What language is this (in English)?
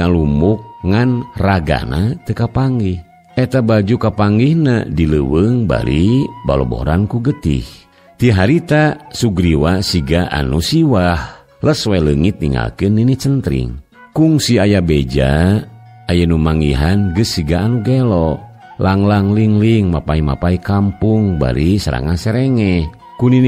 Sundanese